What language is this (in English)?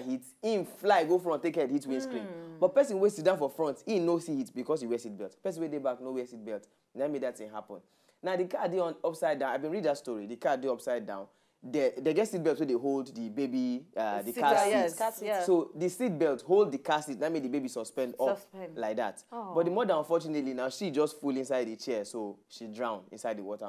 Nigerian Pidgin